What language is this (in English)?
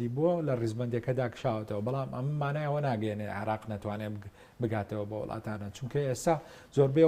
Central Kurdish